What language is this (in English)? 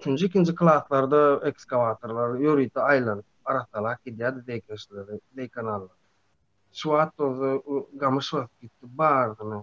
Turkmen